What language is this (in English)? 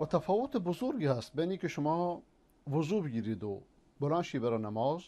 Persian